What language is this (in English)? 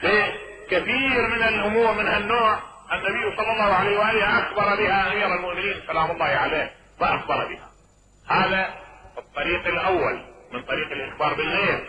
Mesopotamian Arabic